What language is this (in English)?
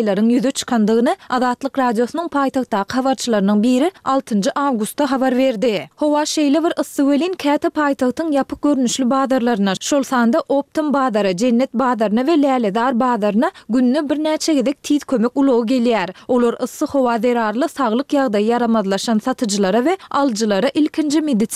Turkmen